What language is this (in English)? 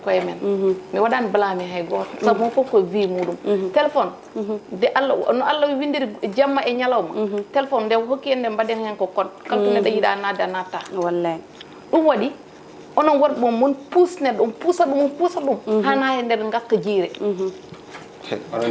Fula